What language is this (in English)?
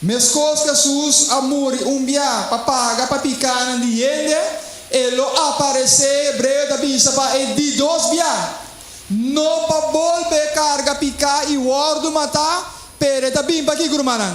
Papiamento